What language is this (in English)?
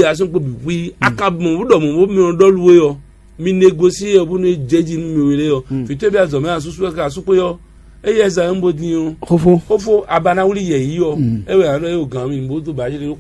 Fon